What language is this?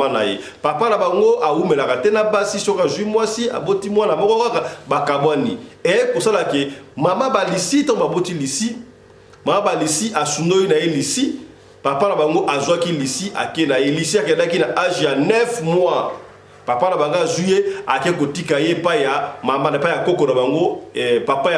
Lingala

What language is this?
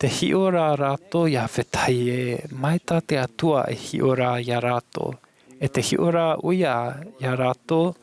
Tahitian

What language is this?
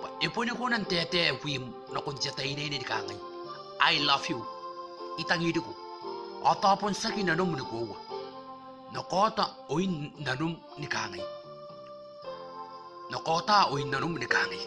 Gilbertese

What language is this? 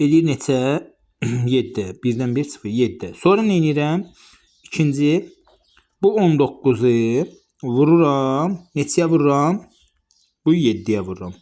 Azerbaijani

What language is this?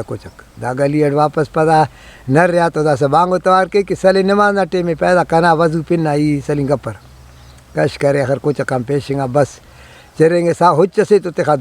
Brahui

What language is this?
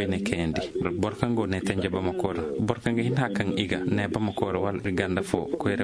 Koyraboro Senni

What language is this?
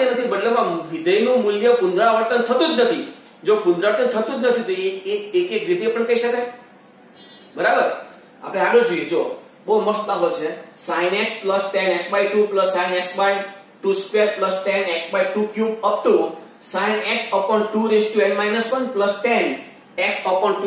Gujarati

